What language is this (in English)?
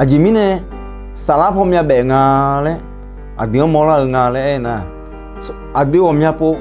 Akha